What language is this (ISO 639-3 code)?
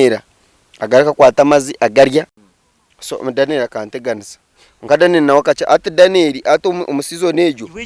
nyn